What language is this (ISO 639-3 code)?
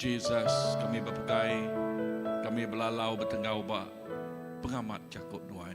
iba